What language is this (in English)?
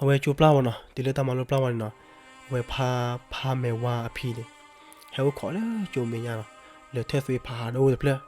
S'gaw Karen